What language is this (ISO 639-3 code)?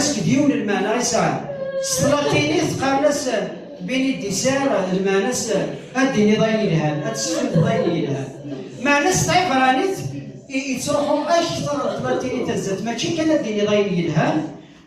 kab